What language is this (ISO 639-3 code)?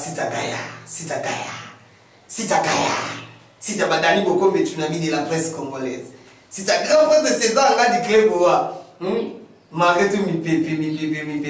lin